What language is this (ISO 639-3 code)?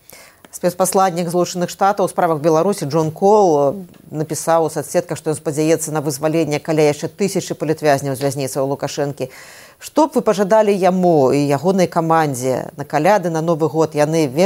bel